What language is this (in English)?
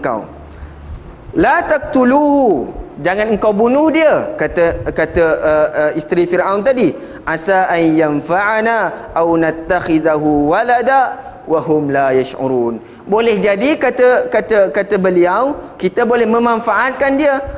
Malay